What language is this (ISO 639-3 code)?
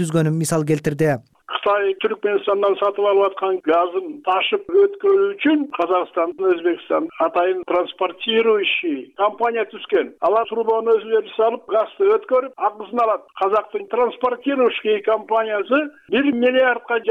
kir